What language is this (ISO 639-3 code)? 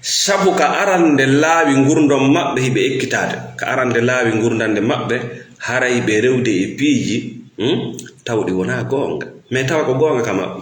ful